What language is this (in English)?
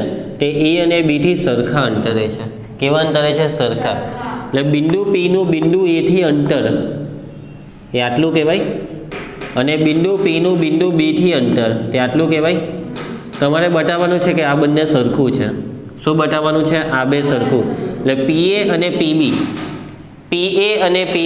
Gujarati